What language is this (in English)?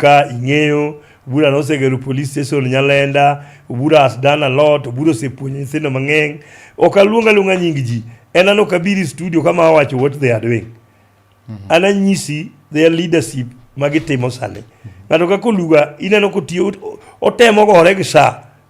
Luo (Kenya and Tanzania)